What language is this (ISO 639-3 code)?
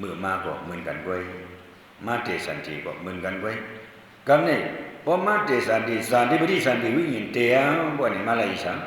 shn